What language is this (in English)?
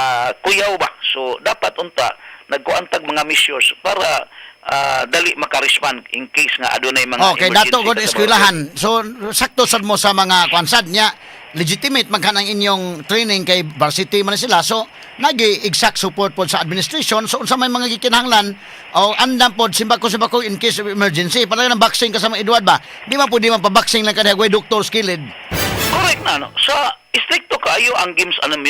Cebuano